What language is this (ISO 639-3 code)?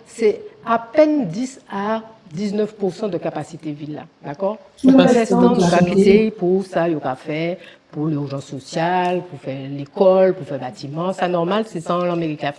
gcf